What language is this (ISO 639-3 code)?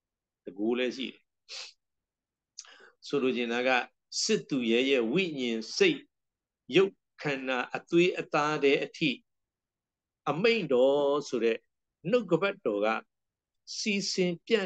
mya